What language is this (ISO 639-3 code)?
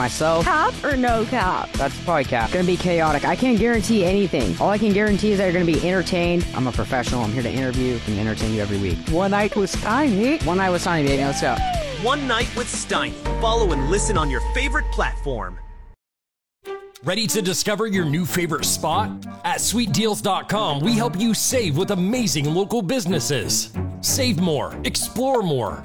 eng